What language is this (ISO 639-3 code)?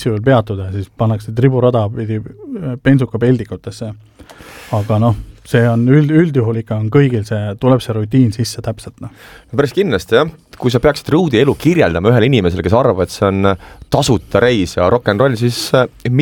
est